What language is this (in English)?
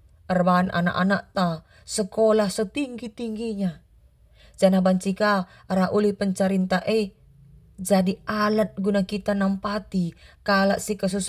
Batak Karo